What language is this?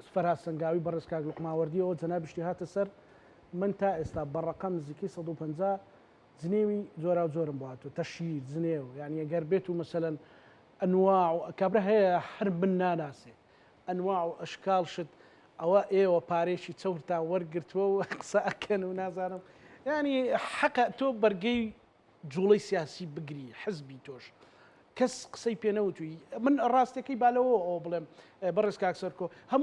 Central Kurdish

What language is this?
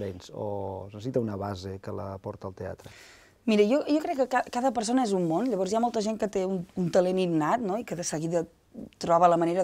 Catalan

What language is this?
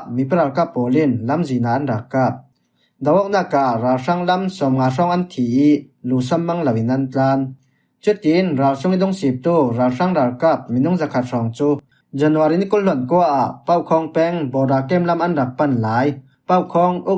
Falam Chin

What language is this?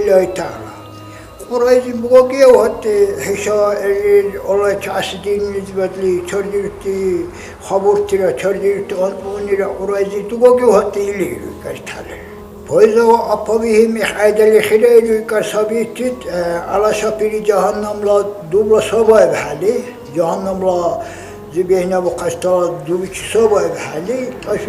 Dargwa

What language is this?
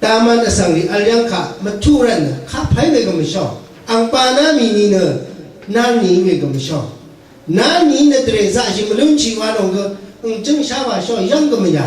Rawang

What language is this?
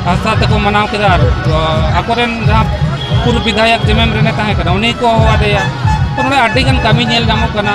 Santali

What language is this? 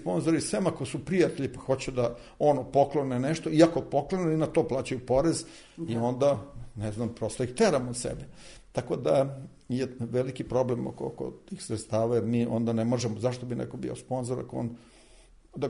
Serbian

